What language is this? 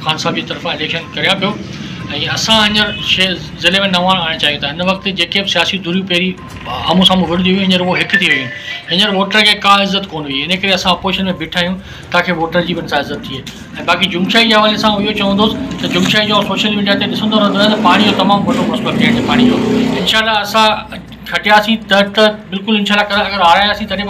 Sindhi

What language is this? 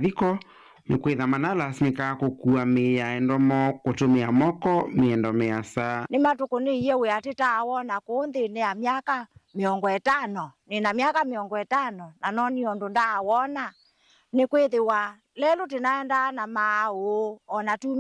Kamba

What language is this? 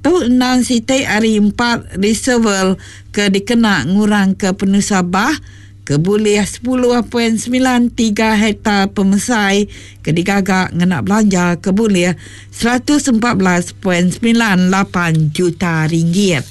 Iban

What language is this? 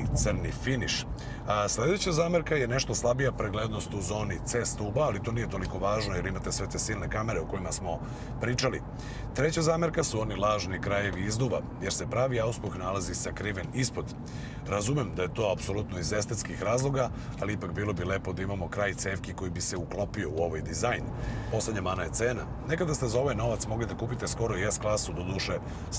Serbian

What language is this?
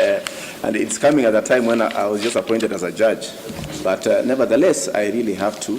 Meru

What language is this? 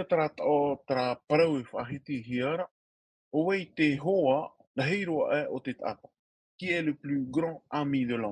Tahitian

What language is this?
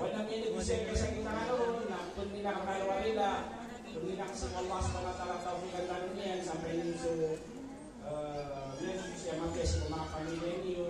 Maranao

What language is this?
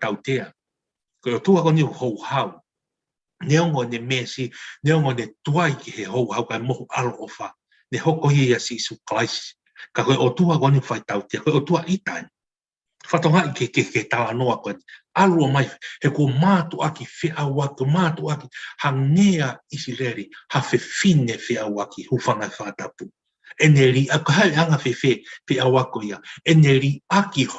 Tongan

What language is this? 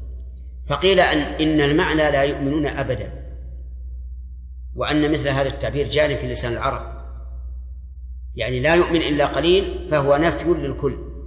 Arabic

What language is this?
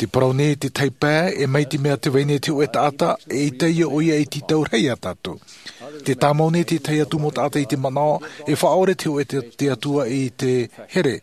Tahitian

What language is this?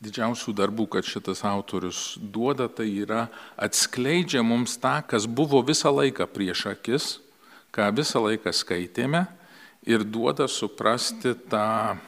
Lithuanian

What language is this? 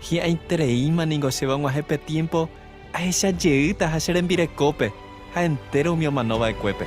Guarani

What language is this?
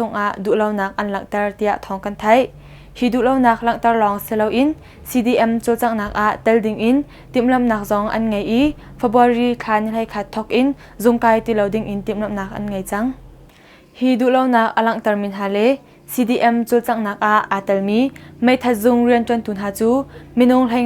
Hakha Chin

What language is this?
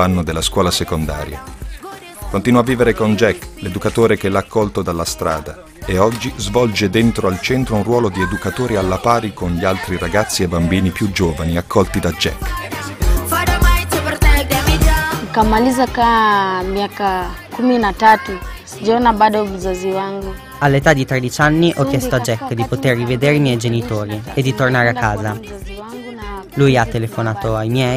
Italian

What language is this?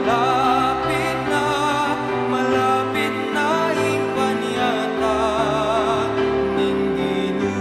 Pampanga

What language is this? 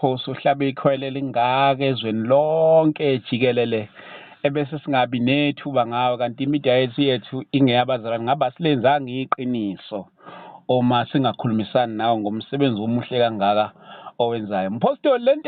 Zulu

